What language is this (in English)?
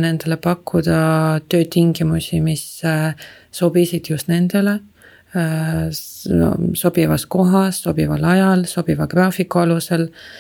Estonian